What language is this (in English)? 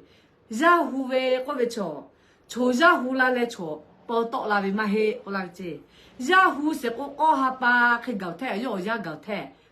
Lahu